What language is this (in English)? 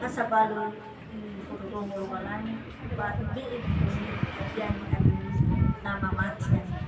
Nias